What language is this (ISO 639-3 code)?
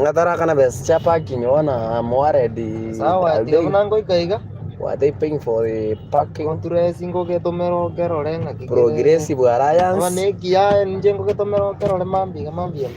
guz